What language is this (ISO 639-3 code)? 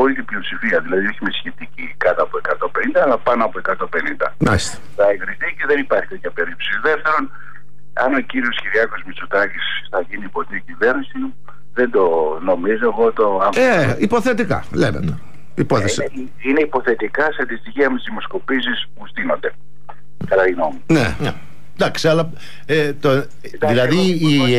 ell